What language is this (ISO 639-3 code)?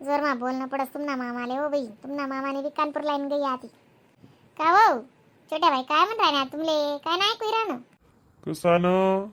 khn